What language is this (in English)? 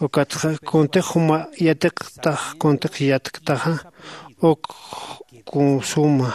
Aymara